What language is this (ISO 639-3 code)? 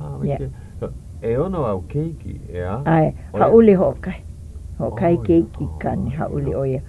haw